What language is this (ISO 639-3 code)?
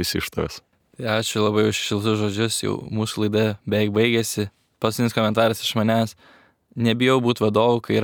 lit